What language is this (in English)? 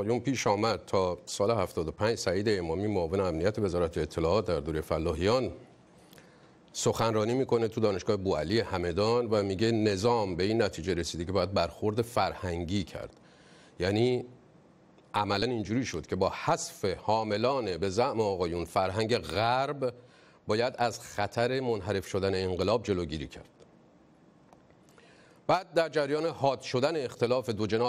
Persian